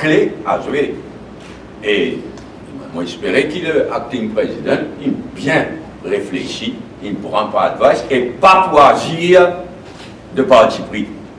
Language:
Morisyen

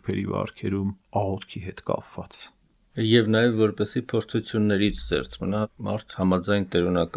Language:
Armenian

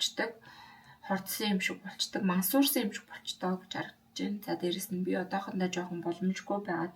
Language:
Mongolian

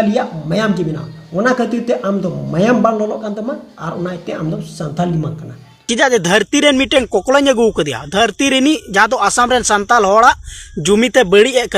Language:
Santali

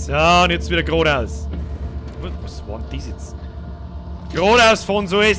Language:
Bavarian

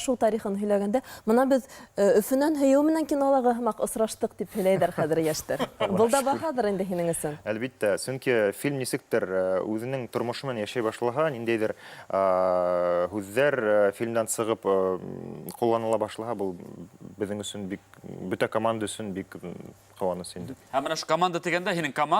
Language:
Bashkir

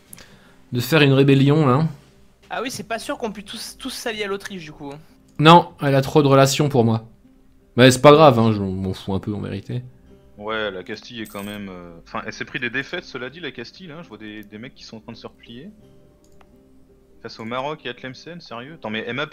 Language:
French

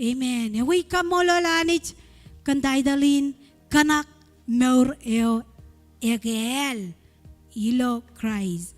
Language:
Marshallese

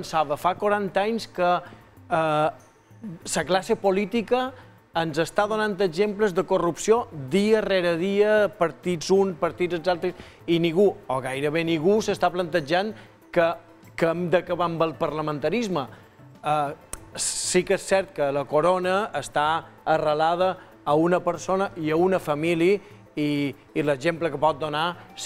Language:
Catalan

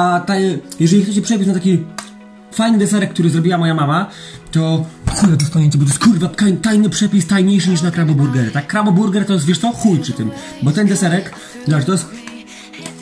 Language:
Polish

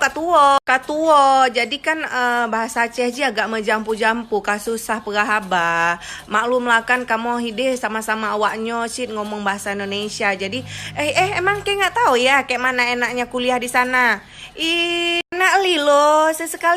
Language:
Achinese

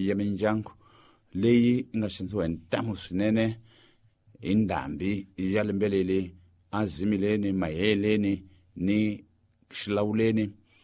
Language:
Tsonga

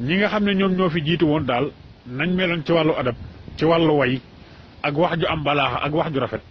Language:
Wolof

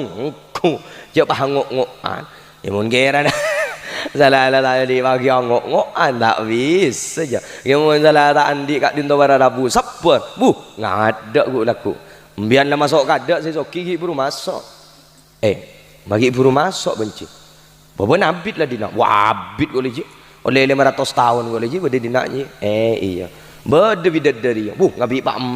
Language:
Madurese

